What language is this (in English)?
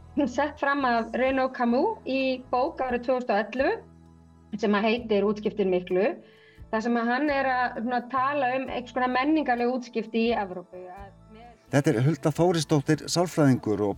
Icelandic